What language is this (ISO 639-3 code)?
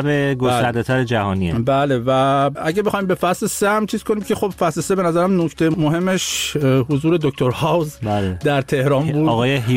fas